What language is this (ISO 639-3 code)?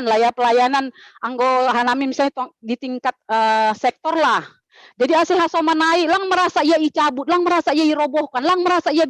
bts